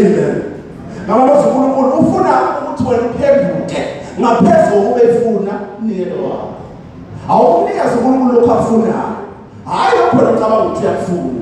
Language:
Zulu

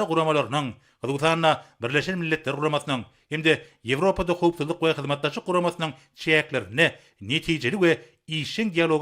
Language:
Turkmen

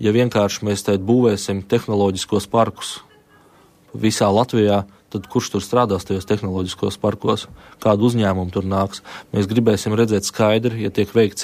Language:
Latvian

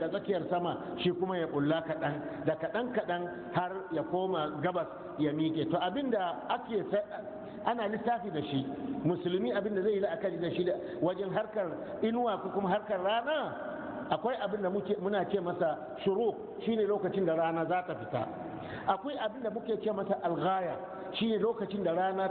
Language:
Hausa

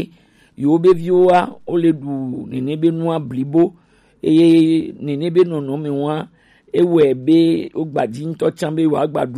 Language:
Gen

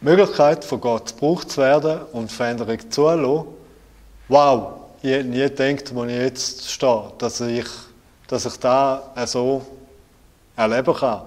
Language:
Swiss German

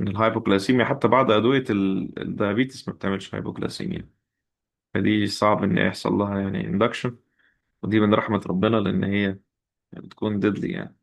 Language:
Egyptian Arabic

